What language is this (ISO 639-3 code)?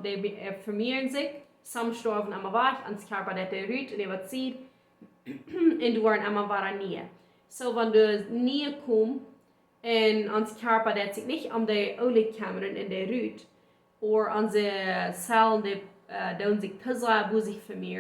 pdt